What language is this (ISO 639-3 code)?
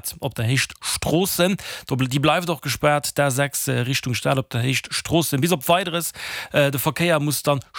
ltz